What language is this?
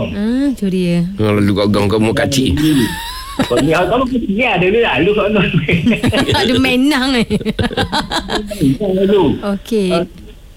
Malay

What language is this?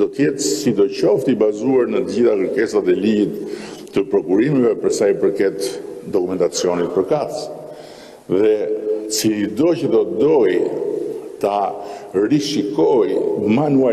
Albanian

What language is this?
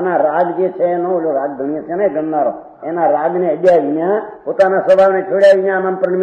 Gujarati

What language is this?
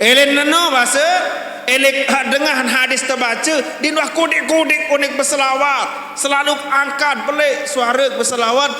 Sasak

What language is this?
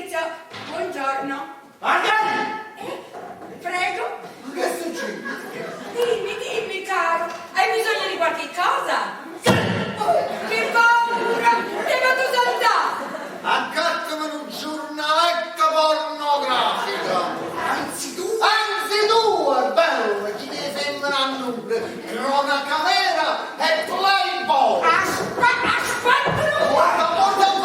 Neapolitan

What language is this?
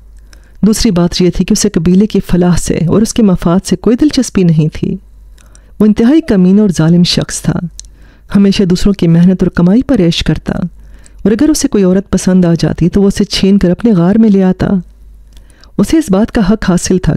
Urdu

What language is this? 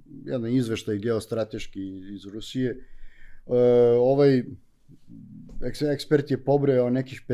Serbian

